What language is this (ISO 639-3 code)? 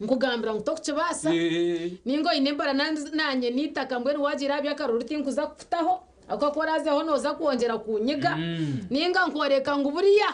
nyn